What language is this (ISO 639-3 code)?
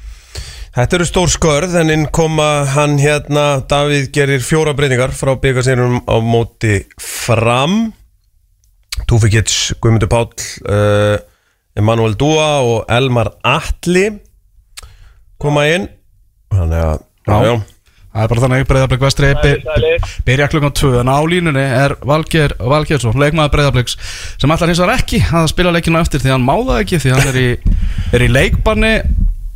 isl